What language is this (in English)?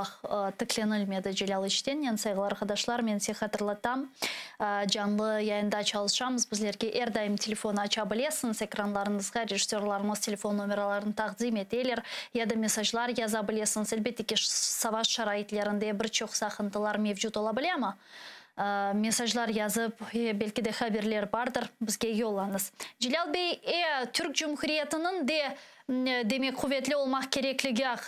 Crimean Tatar